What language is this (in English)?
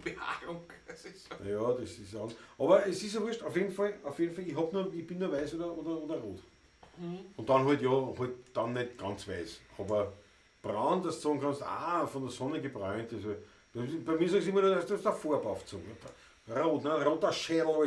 Bavarian